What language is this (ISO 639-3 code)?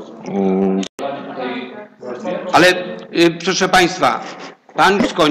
pol